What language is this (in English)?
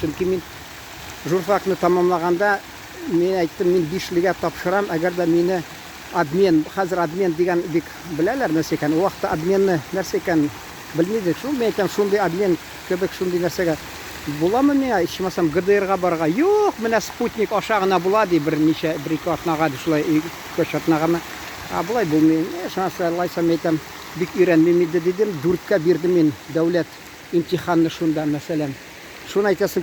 Tatar